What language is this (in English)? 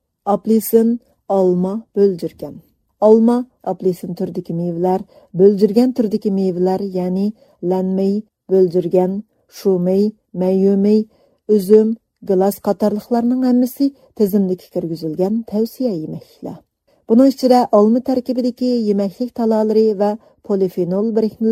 Uyghur